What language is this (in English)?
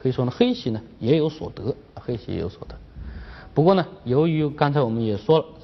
Chinese